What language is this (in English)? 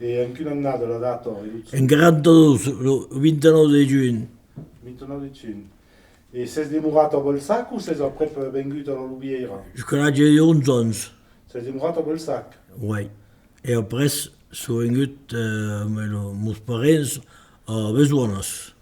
Occitan